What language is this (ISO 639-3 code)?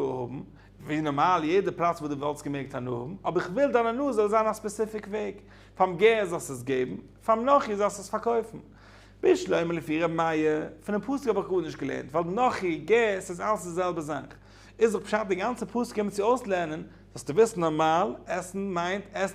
yid